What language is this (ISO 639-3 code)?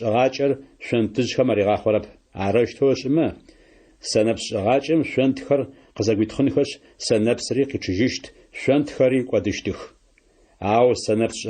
ady